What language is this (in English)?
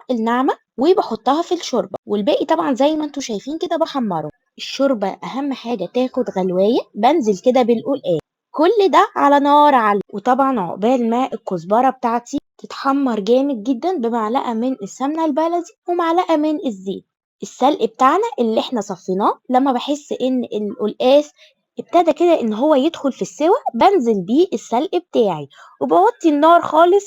Egyptian Arabic